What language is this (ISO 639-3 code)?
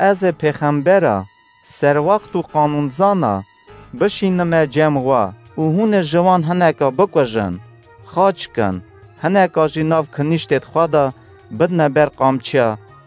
kur